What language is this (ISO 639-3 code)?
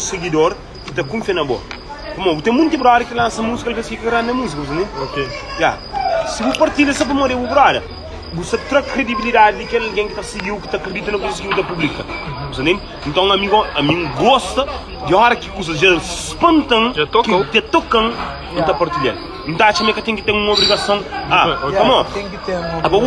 kea